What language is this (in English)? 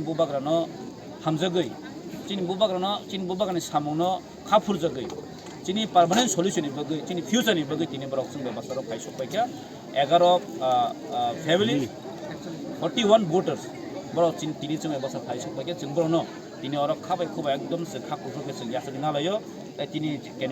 Kok Borok